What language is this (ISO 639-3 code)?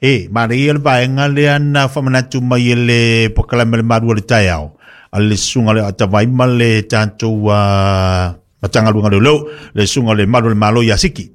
smo